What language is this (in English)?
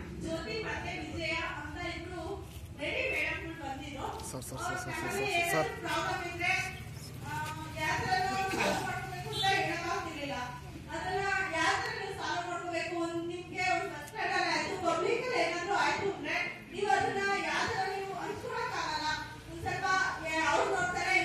Kannada